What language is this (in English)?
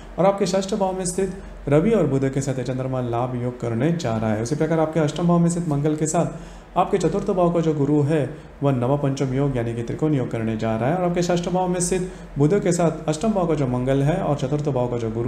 Hindi